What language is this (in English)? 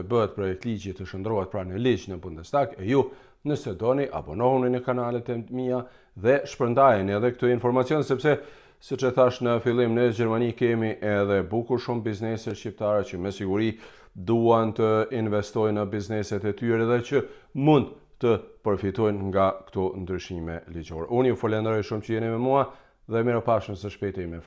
Albanian